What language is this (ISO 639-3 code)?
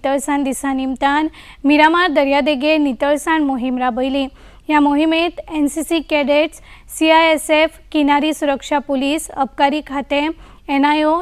kok